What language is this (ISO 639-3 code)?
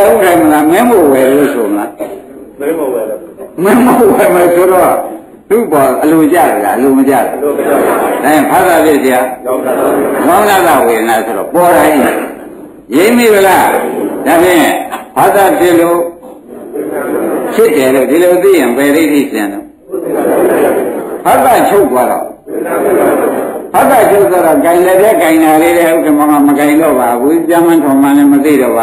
mya